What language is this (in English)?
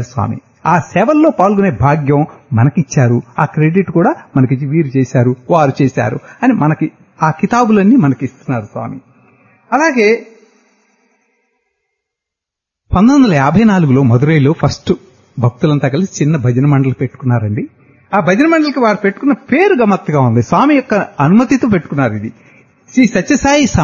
Telugu